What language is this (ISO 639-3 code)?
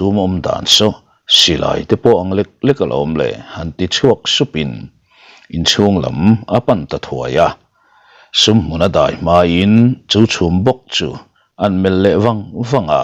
lus